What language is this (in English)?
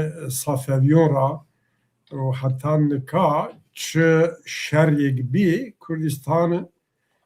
Zaza